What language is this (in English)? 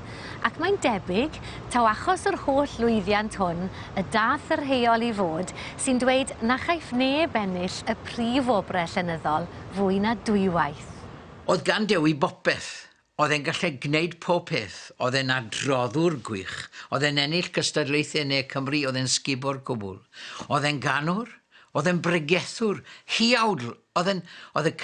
Welsh